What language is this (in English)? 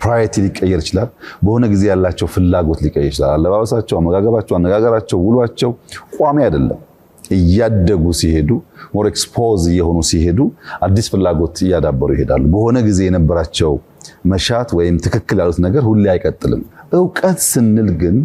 Amharic